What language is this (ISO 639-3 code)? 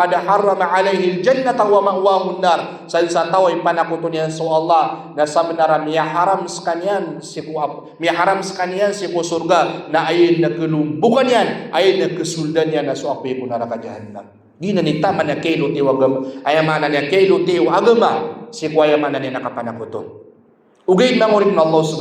mrw